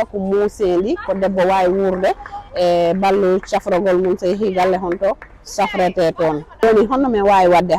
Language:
Fula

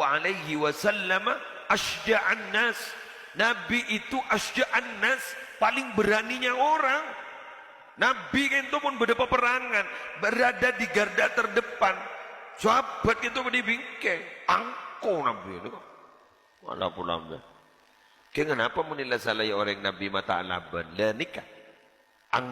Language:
Madurese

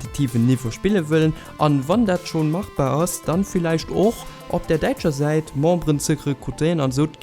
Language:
Luxembourgish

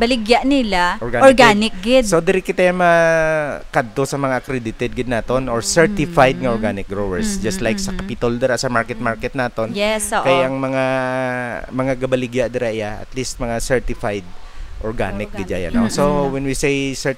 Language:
Hiligaynon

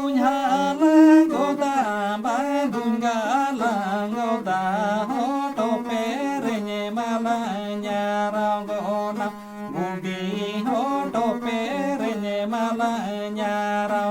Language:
Santali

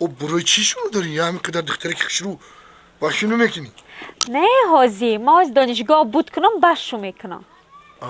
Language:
Tajik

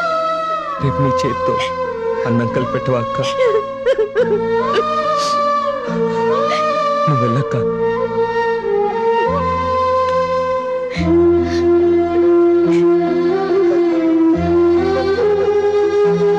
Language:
Telugu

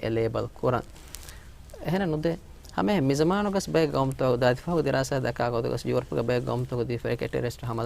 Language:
Divehi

